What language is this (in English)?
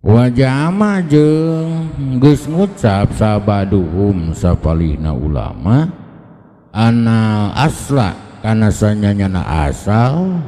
Sundanese